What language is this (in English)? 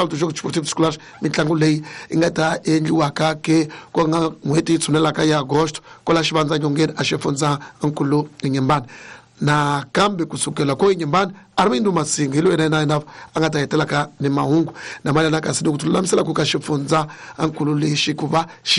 Tsonga